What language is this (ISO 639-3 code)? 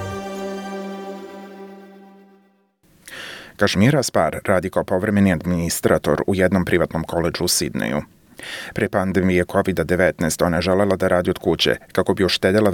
srp